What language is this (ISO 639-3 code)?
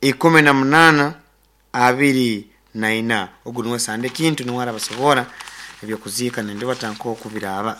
nyo